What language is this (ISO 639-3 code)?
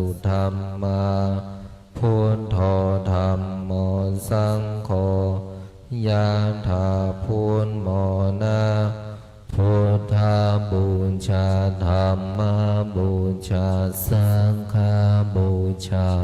pli